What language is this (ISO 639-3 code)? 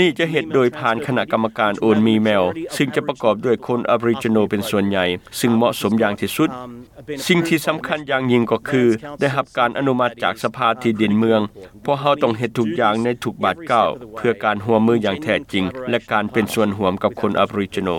lao